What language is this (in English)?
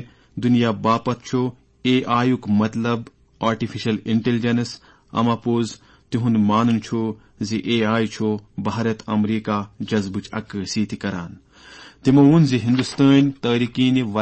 Kashmiri